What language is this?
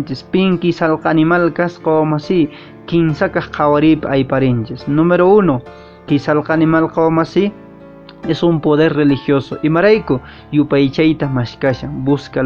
Quechua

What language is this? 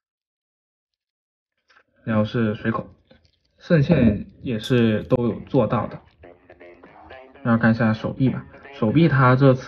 Chinese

